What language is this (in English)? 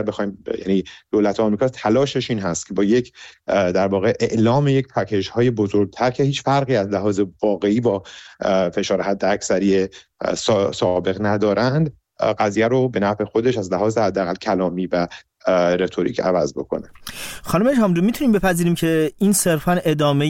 Persian